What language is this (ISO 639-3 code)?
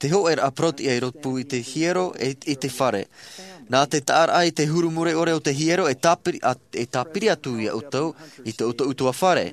tah